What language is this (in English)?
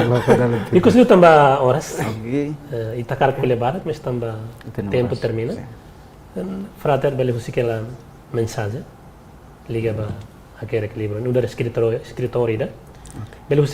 Tetum